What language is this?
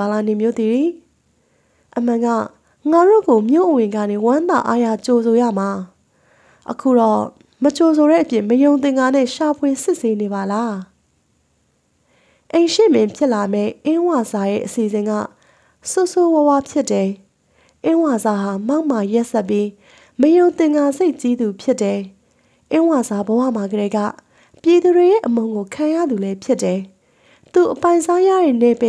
Burmese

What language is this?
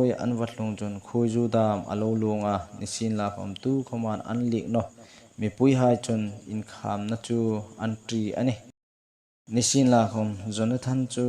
Hmar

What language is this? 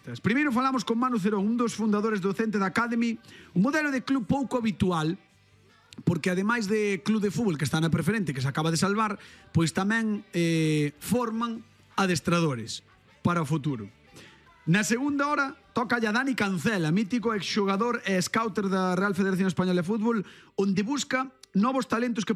Galician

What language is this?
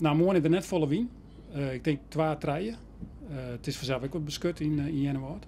Western Frisian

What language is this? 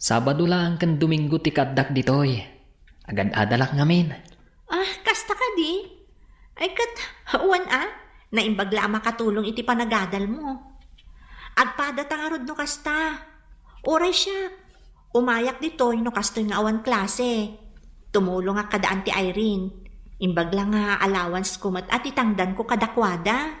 Iloko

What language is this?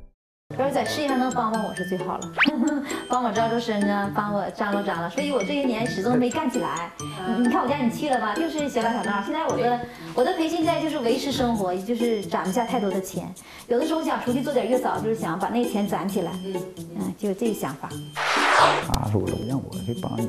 Chinese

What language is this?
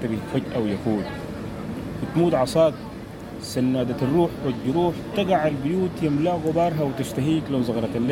Sudanese Arabic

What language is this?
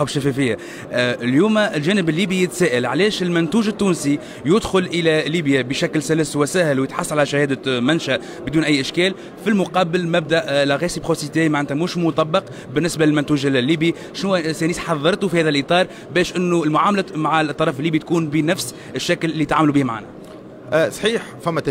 Tunisian Arabic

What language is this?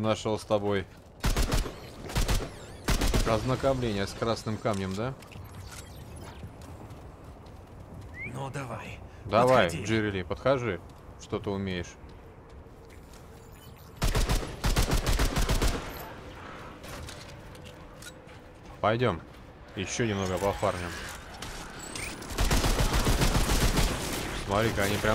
Russian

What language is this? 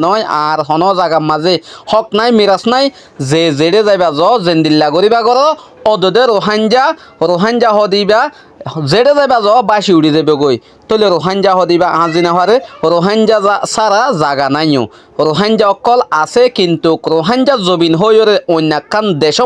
Rohingya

